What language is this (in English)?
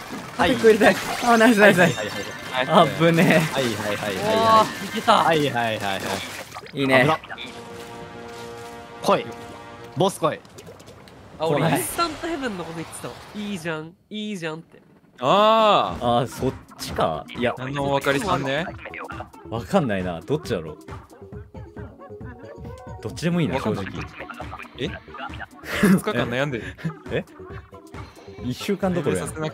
Japanese